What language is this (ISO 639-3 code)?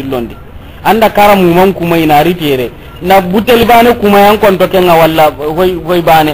snk